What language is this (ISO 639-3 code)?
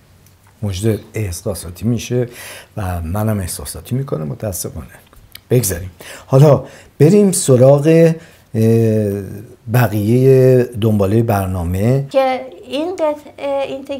fas